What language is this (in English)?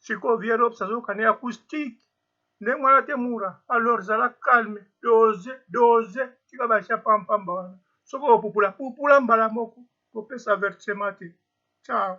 Lingala